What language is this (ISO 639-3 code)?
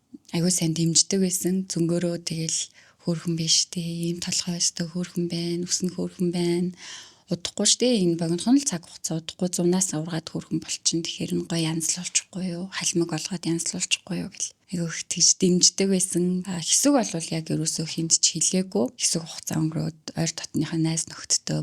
mon